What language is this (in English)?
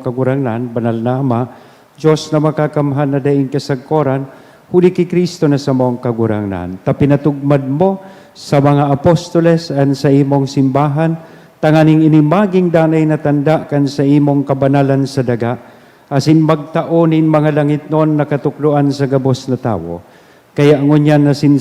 Bikol